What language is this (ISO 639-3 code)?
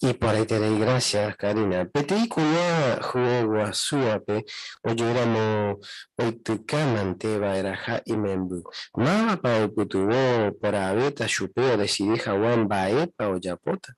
grn